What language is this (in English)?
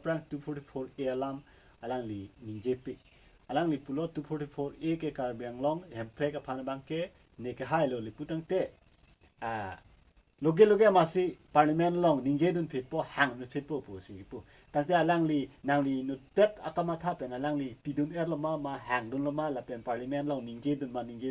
Karbi